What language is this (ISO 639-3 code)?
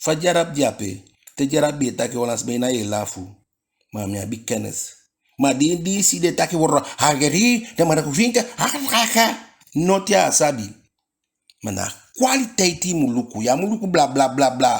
djk